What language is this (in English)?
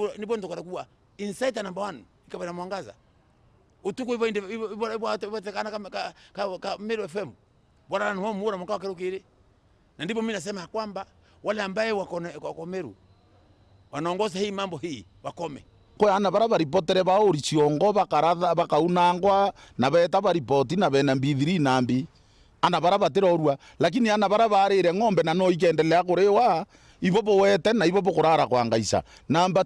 Meru